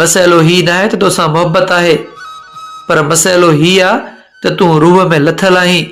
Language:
Sindhi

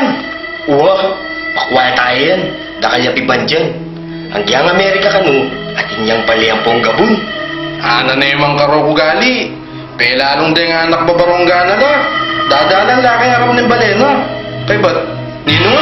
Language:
Pampanga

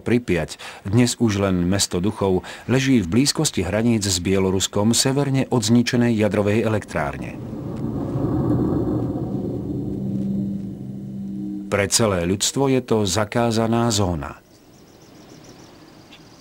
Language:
Slovak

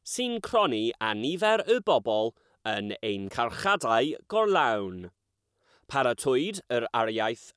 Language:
Welsh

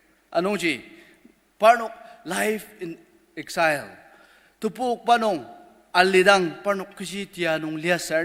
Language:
Ao Naga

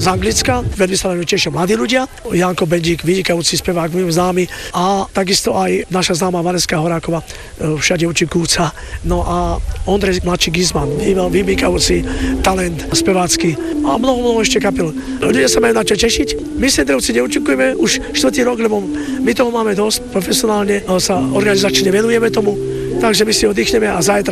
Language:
Slovak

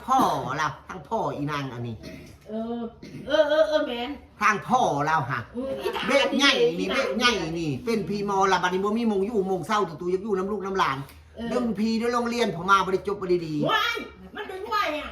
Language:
Northeastern Thai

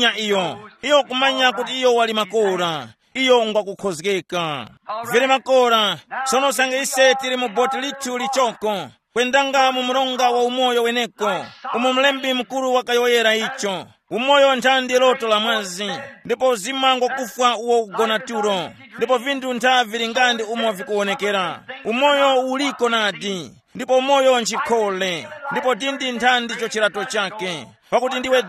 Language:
Tumbuka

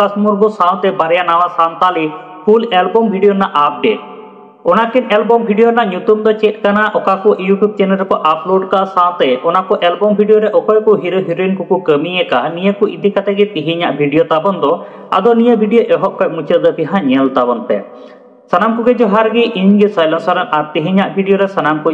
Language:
Santali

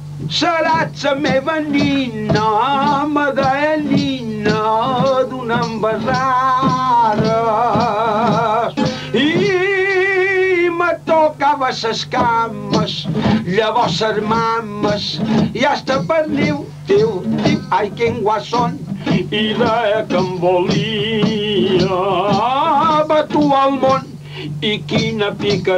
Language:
Catalan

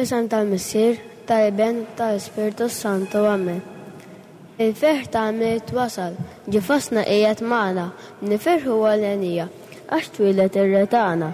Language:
Maltese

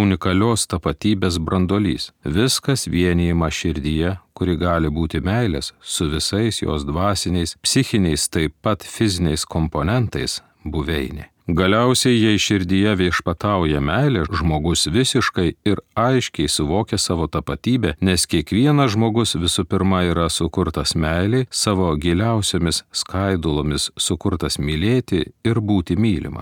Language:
Lithuanian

